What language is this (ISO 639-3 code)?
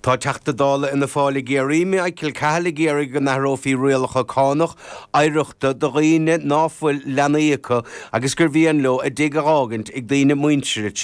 gle